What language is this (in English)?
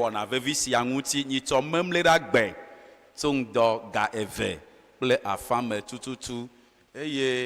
Ewe